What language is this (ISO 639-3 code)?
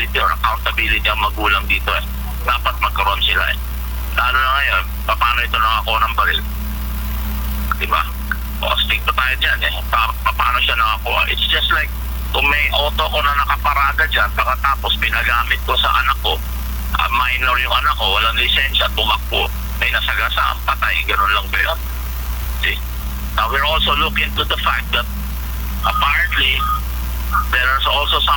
fil